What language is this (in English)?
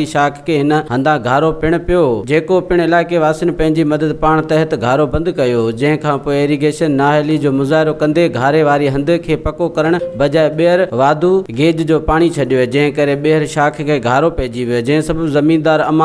Sindhi